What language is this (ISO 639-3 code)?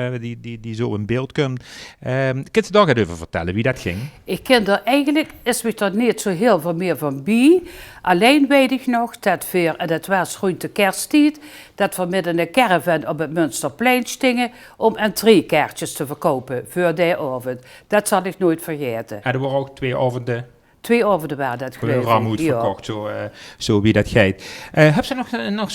lim